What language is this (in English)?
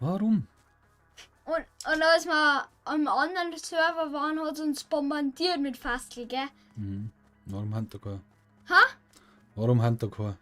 Bavarian